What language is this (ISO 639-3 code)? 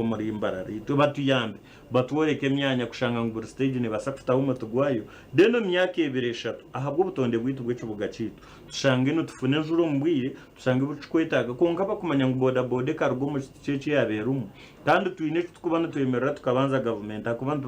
nyn